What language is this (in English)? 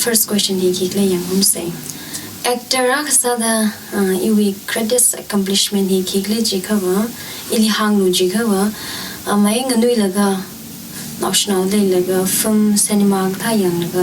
Tangkhul Naga (India)